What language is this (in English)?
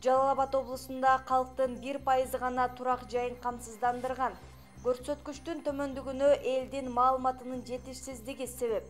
Kyrgyz